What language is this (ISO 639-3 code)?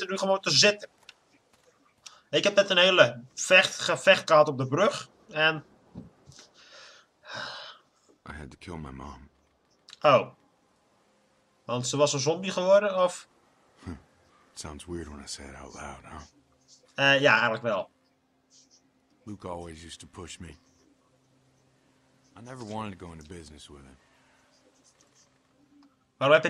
nld